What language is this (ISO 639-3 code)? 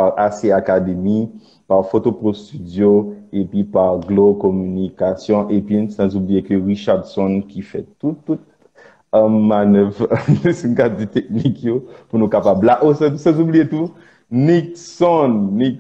hat